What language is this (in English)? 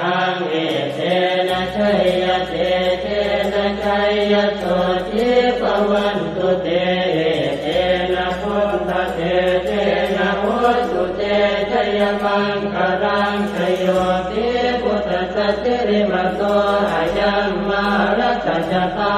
Pali